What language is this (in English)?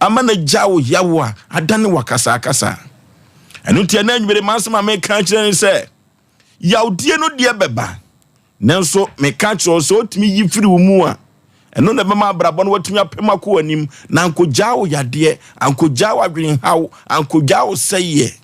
Akan